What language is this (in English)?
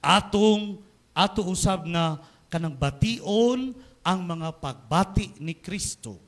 Cebuano